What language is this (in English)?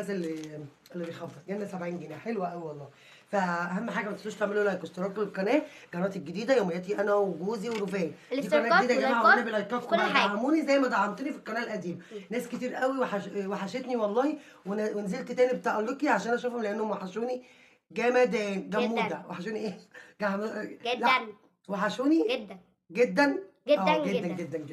Egyptian Arabic